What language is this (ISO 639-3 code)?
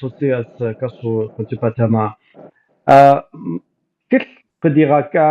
kbd